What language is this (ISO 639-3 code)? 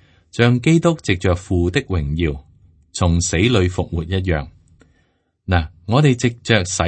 yue